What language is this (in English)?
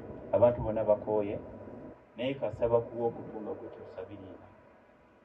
Ganda